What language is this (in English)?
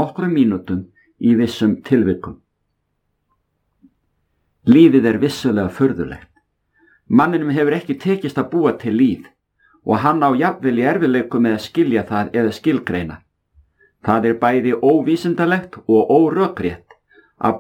Icelandic